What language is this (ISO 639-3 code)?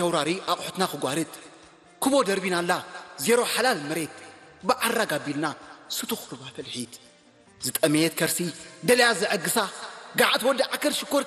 tir